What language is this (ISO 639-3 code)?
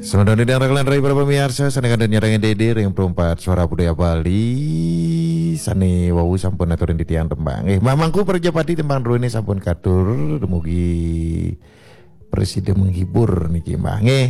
ban